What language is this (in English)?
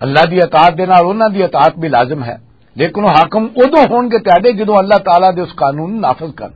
Western Panjabi